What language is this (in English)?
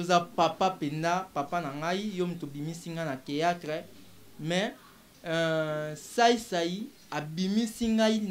Lingala